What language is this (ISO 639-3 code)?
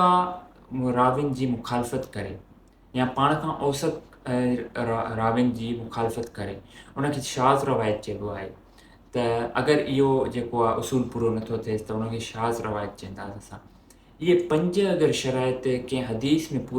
snd